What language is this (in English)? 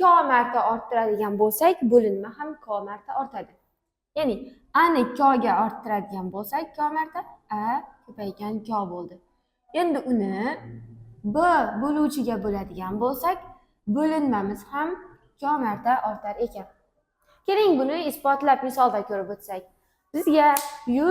Uzbek